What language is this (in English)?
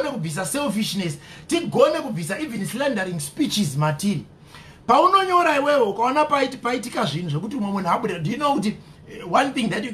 Shona